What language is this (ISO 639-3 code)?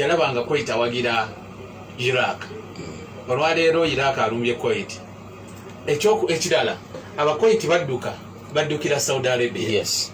lug